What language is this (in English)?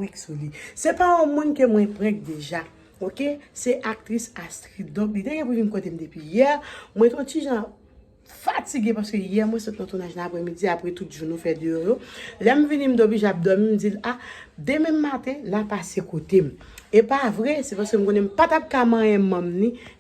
Haitian Creole